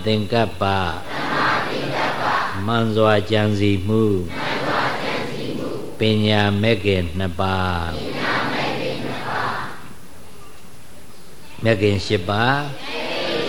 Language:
Burmese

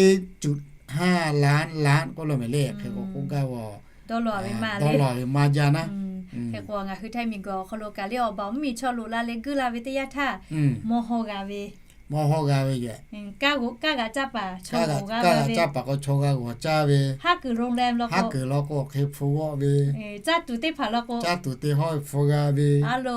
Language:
Lahu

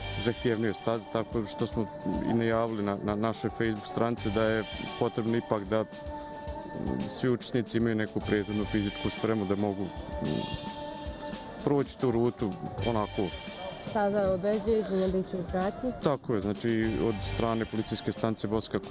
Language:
Bosnian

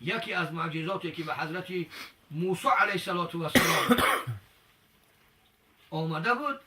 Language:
Tajik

